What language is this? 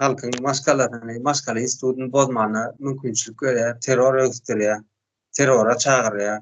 Turkmen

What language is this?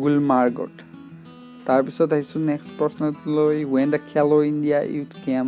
Assamese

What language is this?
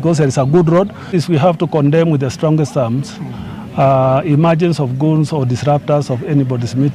Gusii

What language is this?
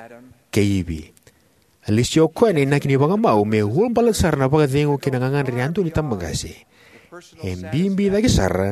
Fijian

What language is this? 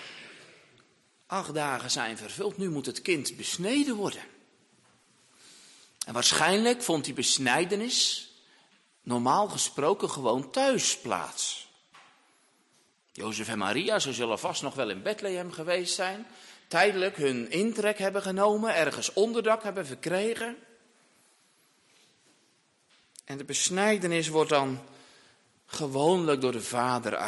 Dutch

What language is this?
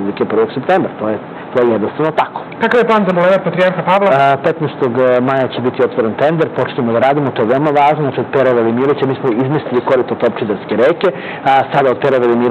Serbian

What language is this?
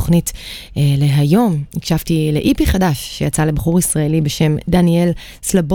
Hebrew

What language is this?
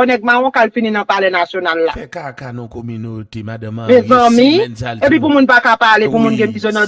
Haitian Creole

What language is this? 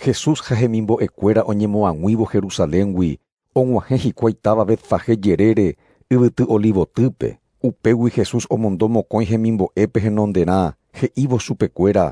Guarani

